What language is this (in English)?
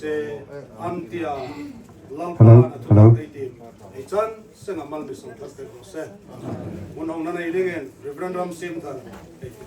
Hmar